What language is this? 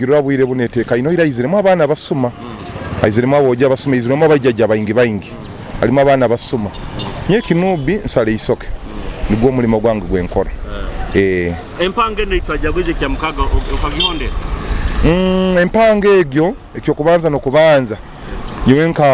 Nyoro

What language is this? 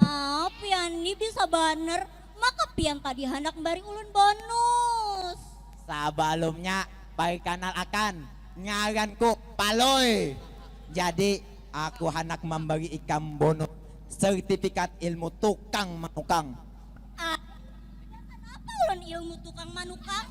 Banjar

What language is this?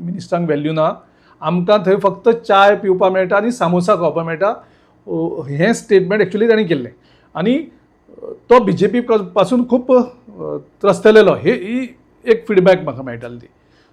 Konkani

